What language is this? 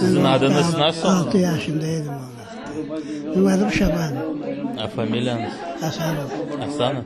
Crimean Tatar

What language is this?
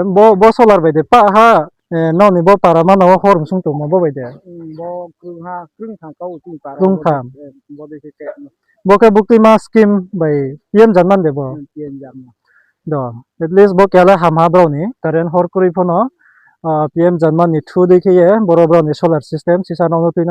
Riang (India)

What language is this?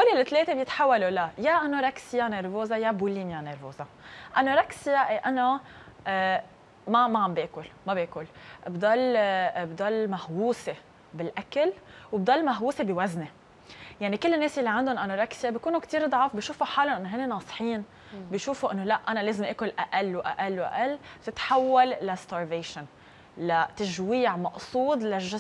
North Levantine Arabic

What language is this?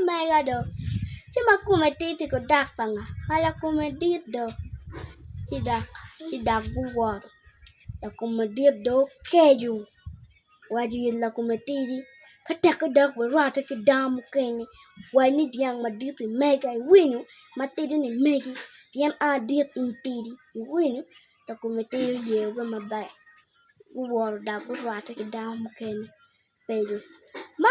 Acoli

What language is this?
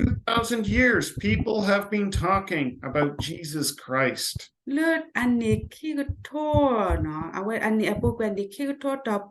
S'gaw Karen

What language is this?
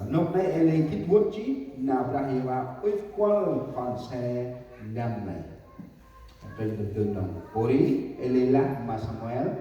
Central Mnong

